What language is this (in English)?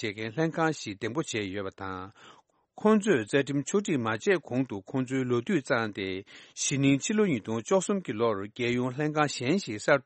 Tibetan